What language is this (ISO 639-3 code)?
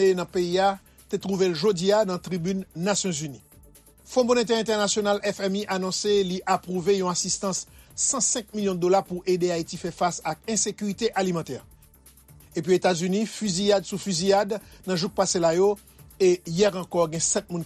hat